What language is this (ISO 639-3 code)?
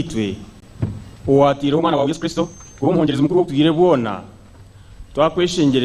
nyn